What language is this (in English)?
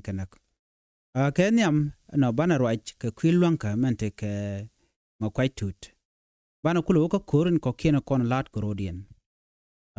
Nuer